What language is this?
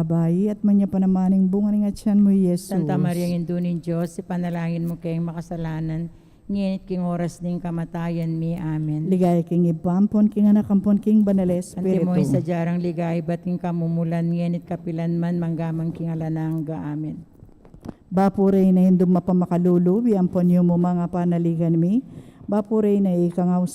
Pampanga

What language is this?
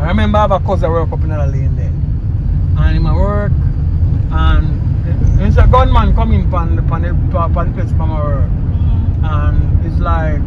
Jamaican Creole English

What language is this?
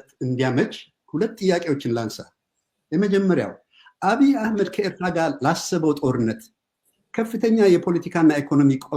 Amharic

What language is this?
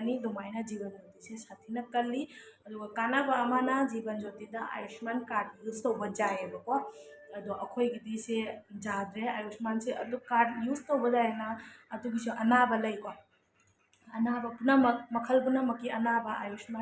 Manipuri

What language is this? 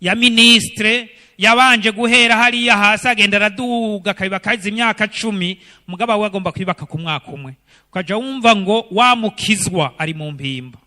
Rundi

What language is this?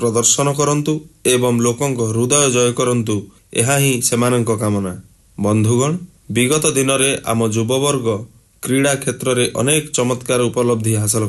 Odia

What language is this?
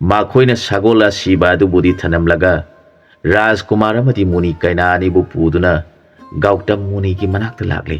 Manipuri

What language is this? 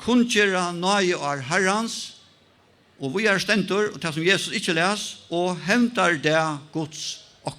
Faroese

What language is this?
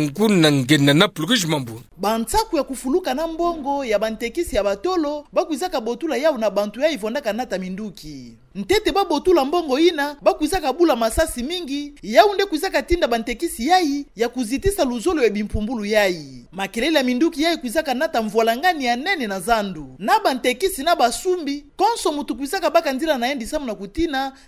Kituba (Democratic Republic of Congo)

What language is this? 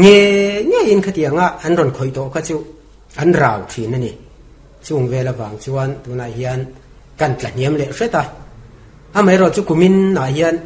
Mizo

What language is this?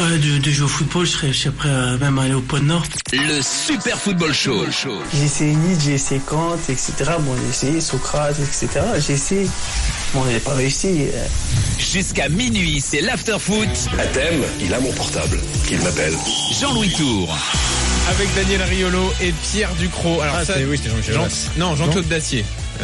French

